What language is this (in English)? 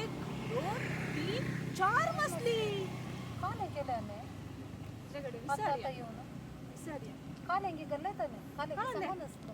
Konkani